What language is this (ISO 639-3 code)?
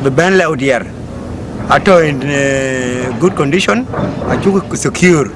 din